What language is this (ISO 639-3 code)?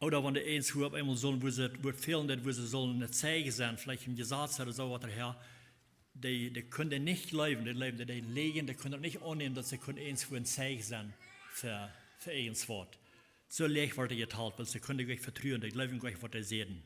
pdt